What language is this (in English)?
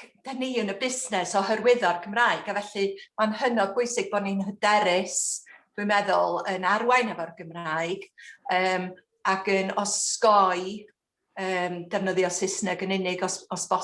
Welsh